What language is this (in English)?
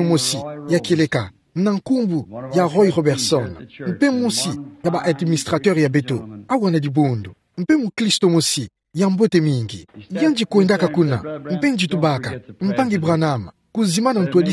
Kituba (Democratic Republic of Congo)